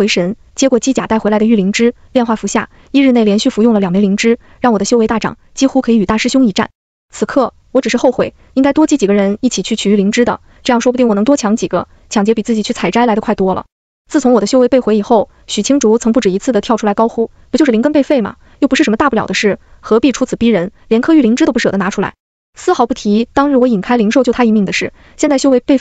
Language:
Chinese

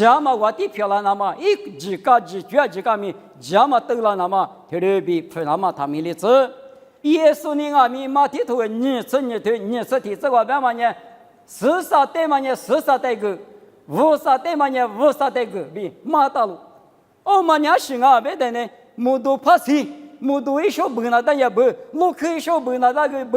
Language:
Lisu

